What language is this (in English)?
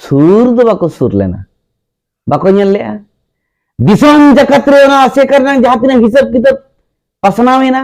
Santali